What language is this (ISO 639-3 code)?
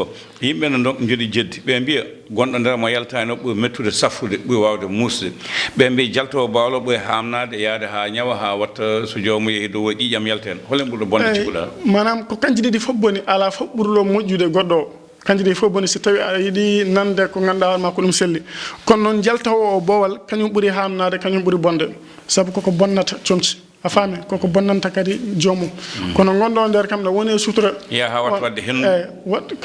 ful